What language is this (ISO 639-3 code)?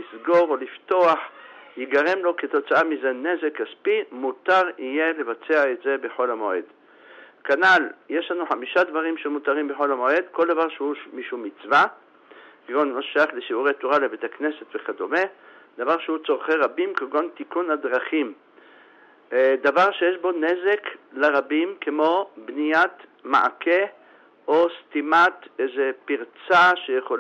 heb